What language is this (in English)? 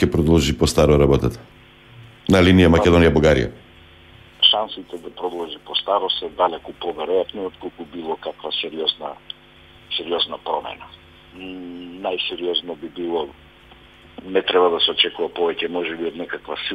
Macedonian